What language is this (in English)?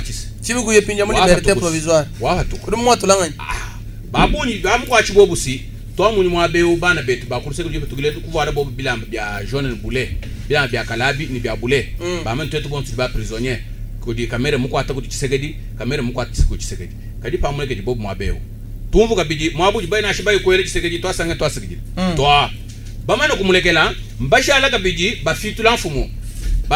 Luba-Lulua